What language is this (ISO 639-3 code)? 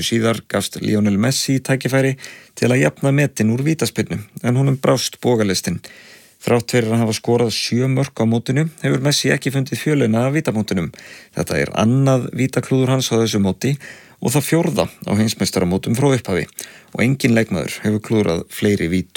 isl